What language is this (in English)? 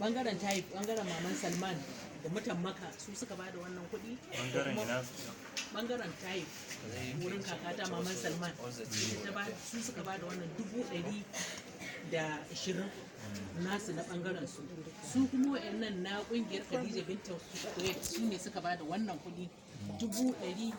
Hausa